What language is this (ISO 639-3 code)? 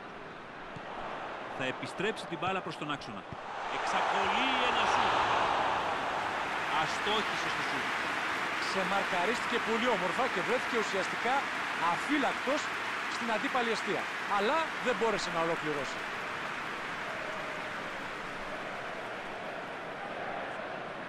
ell